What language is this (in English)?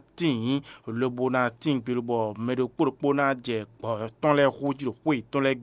Fon